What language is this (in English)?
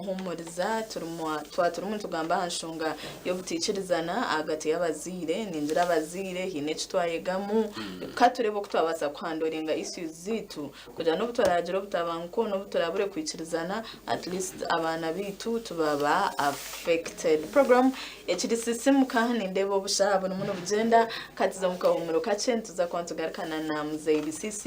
Nyankole